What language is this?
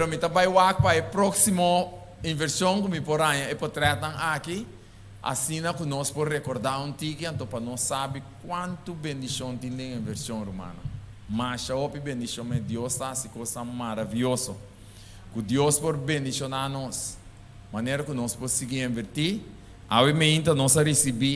Papiamento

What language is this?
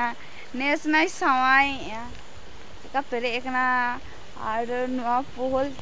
Santali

